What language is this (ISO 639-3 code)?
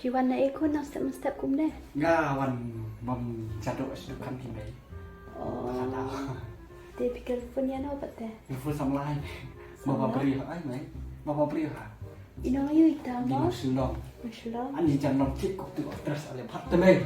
kha